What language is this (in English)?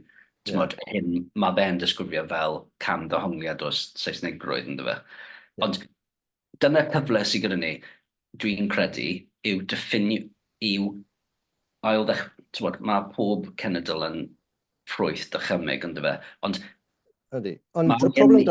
Welsh